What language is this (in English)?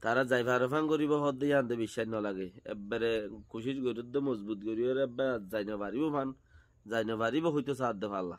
Rohingya